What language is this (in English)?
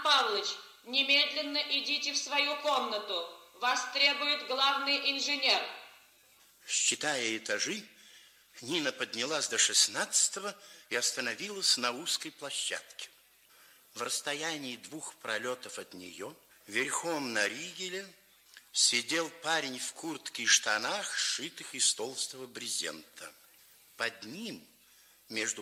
Russian